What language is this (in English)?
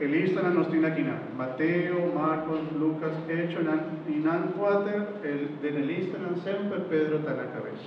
Papiamento